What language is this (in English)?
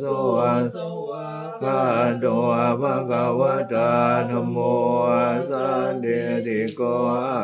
Pali